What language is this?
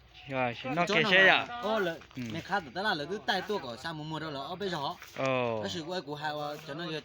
Hmong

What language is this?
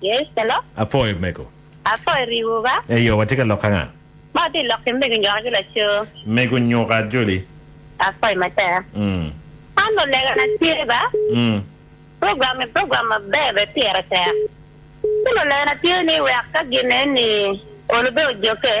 Acoli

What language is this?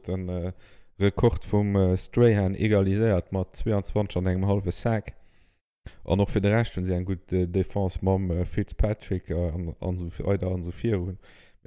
Luxembourgish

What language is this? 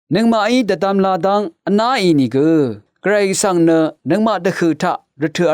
Rawang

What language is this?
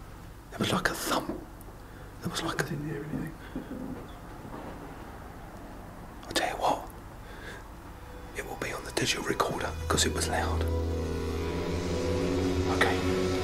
English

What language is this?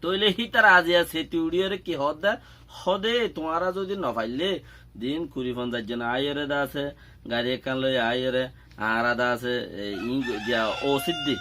Rohingya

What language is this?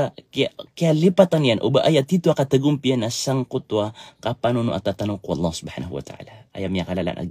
Maranao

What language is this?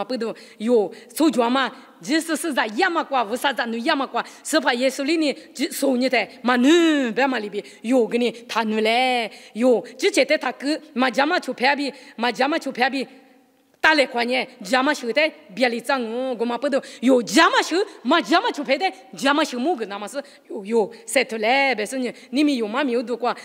Lisu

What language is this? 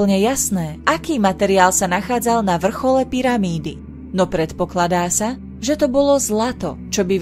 Slovak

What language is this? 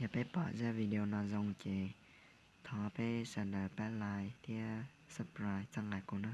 Hmong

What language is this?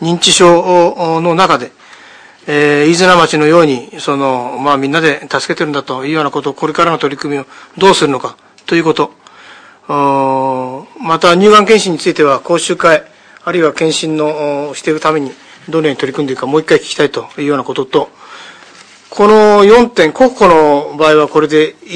Japanese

